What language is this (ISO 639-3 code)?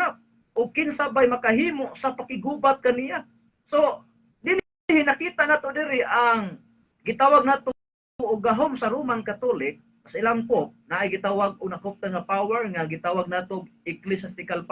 ceb